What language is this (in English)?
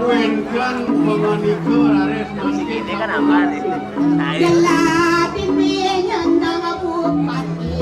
Balinese